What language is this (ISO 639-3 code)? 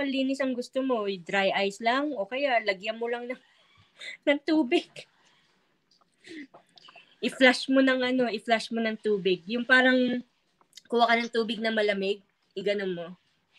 fil